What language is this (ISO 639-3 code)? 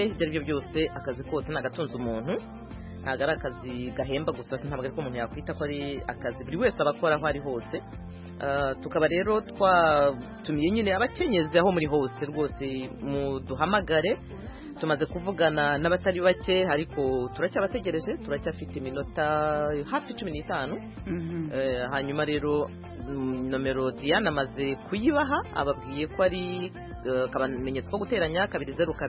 kin